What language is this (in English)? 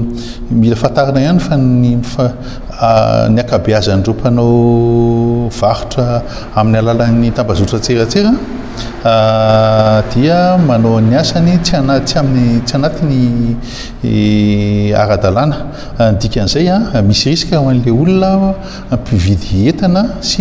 Malagasy